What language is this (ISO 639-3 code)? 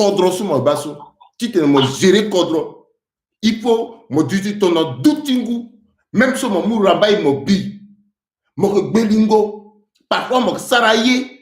sag